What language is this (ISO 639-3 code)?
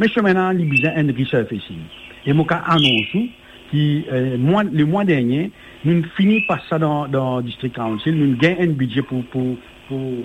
mfe